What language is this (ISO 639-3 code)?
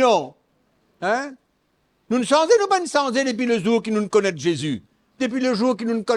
mfe